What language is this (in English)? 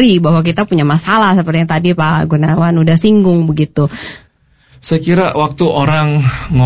Indonesian